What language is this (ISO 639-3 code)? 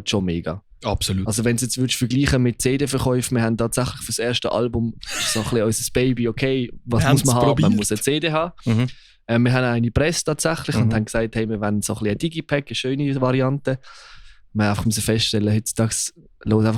gsw